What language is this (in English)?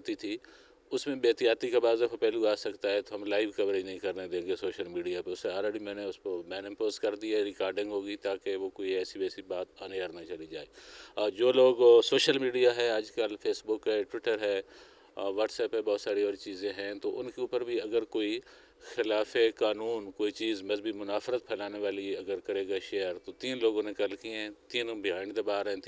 Urdu